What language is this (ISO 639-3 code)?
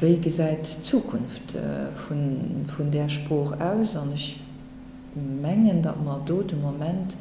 ltz